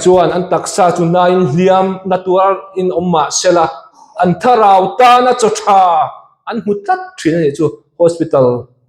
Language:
Mizo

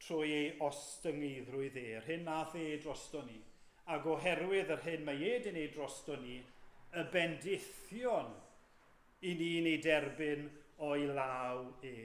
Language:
Welsh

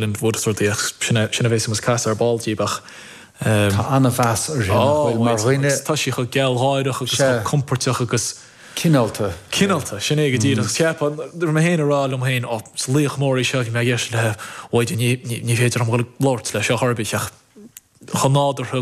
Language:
Irish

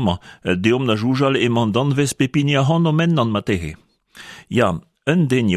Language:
Breton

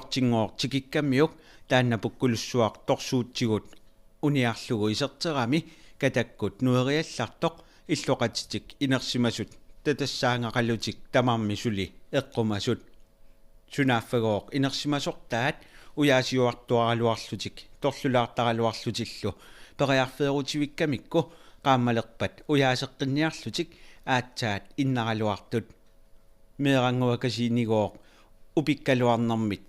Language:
Kalaallisut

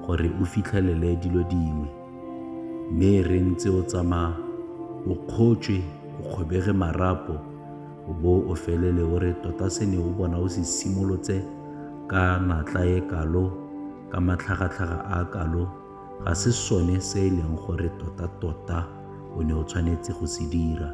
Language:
Tswana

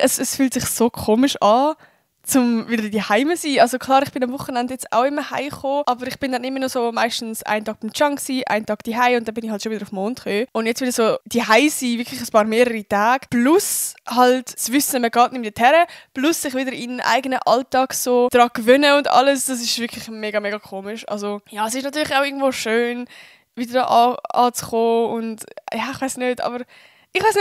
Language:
Swiss German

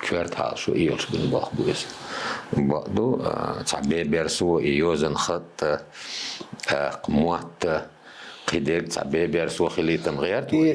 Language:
Chechen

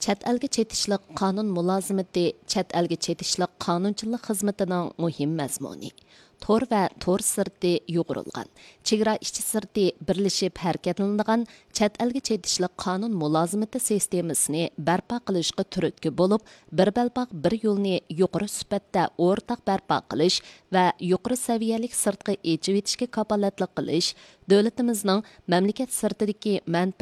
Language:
Uyghur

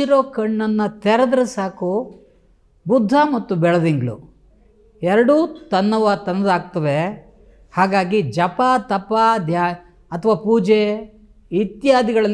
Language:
Kannada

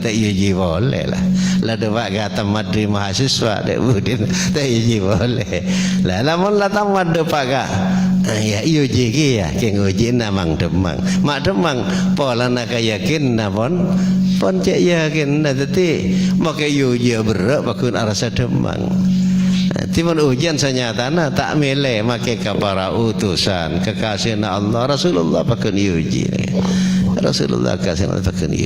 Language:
Madurese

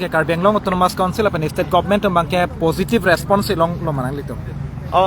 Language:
Karbi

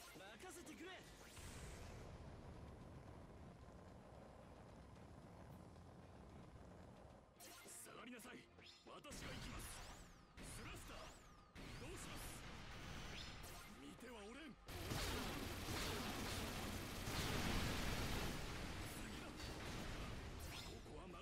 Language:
Japanese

